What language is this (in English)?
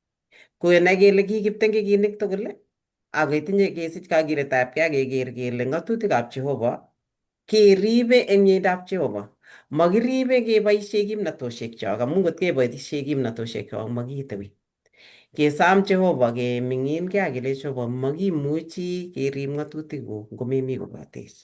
Kalenjin